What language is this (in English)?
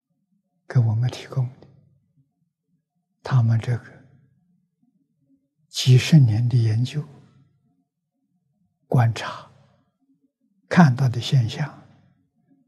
Chinese